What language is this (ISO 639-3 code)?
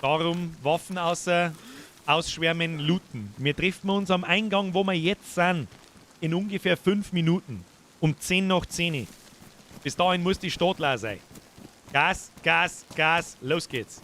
bar